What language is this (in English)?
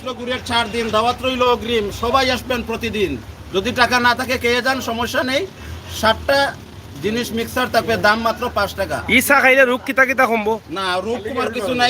Sylheti